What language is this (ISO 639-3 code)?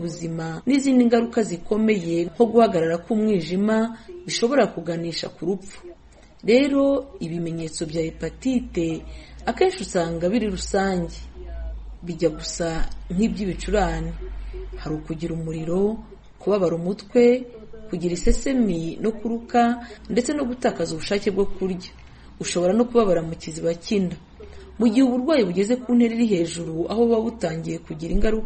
kin